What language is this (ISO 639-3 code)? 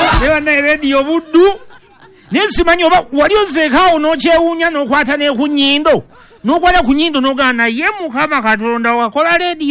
lug